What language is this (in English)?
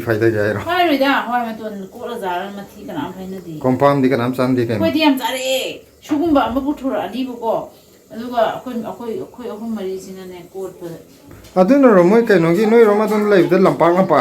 Manipuri